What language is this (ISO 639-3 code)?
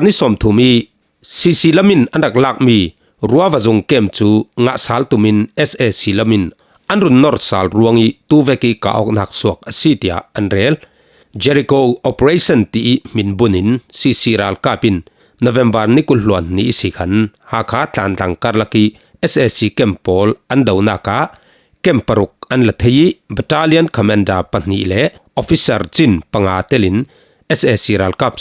cfm